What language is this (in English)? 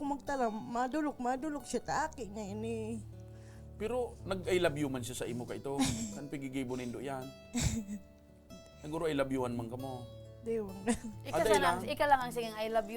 Bikol